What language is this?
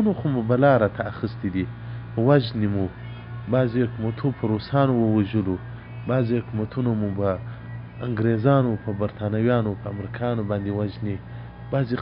Pashto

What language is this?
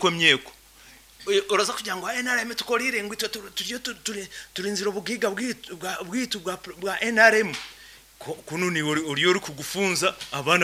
Nyankole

